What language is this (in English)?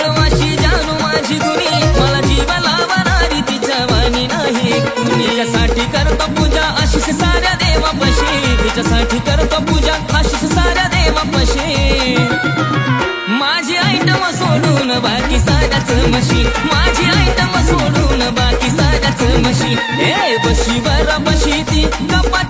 Marathi